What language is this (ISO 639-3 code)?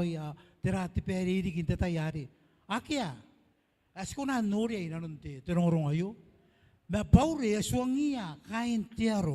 gil